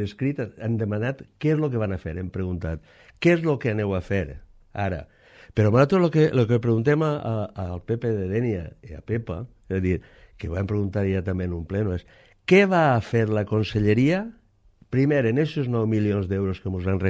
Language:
Catalan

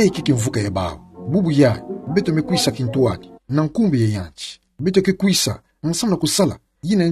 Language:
Kituba (Democratic Republic of Congo)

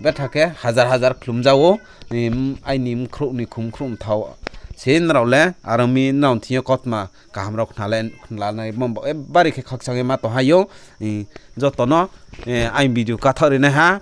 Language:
Riang (India)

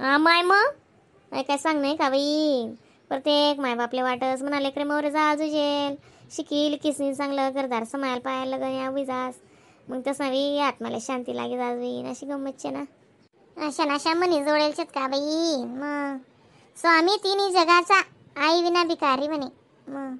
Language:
Khandesi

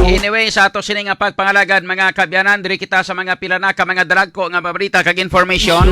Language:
Hiligaynon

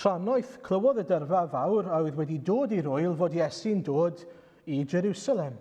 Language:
Welsh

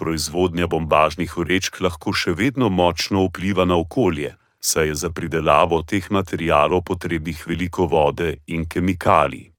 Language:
Slovenian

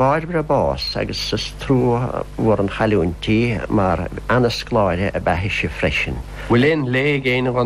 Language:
Irish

